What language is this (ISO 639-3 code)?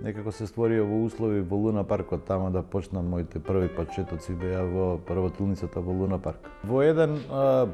mkd